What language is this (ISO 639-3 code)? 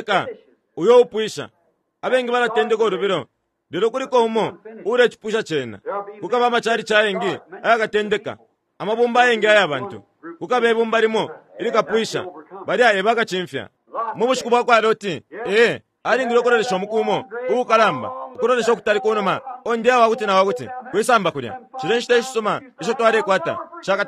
bem